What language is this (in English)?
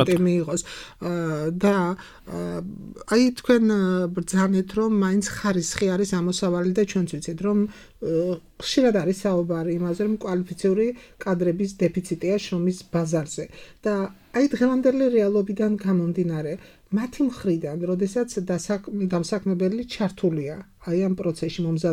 Georgian